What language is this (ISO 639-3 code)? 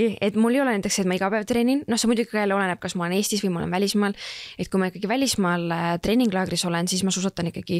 est